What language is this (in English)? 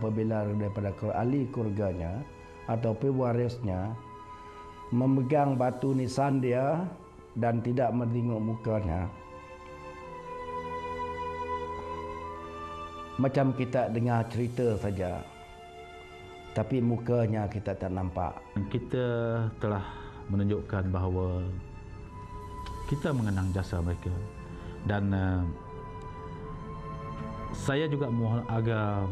Malay